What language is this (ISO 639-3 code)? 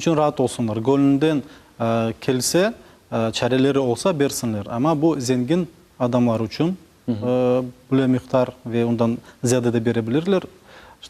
crh